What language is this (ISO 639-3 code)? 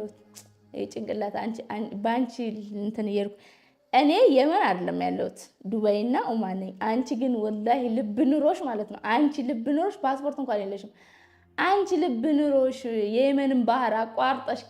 amh